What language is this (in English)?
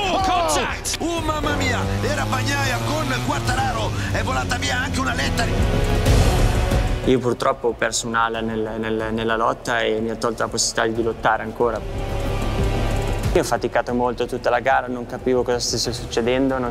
Italian